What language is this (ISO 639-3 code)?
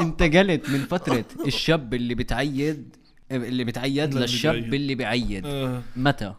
apc